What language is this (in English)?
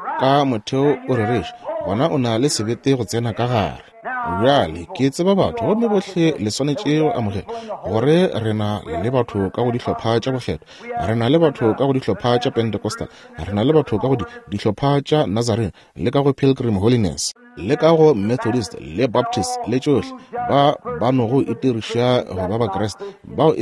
Northern Sotho